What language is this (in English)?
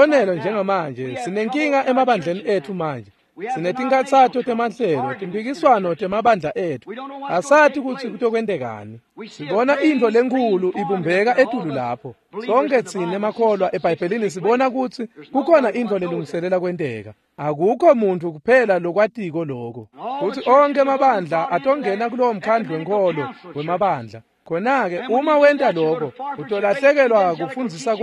Swati